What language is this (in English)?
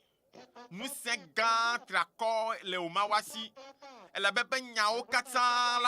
Ewe